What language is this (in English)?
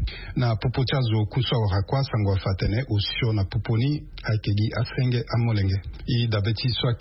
Sango